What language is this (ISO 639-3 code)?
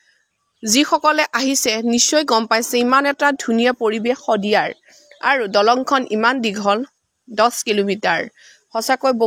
asm